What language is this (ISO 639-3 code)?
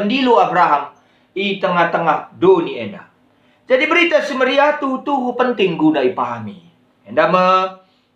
btx